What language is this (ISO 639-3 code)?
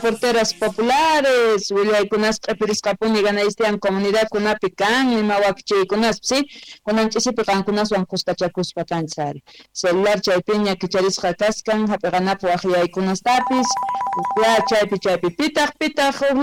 que